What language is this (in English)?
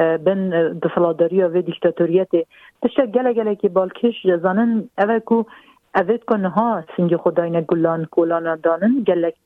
Kurdish